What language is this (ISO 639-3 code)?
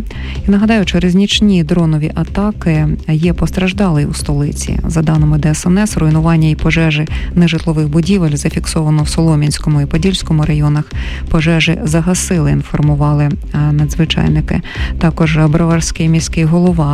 ukr